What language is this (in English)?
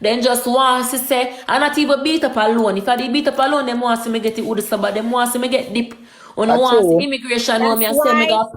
Jamaican Creole English